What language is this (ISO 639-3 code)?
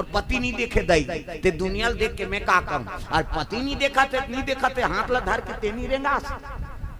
hne